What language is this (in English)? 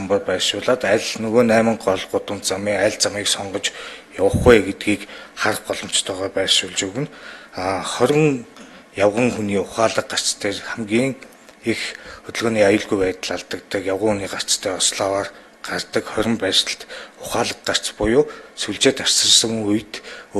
Mongolian